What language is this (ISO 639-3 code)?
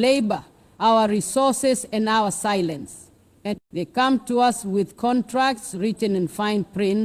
eng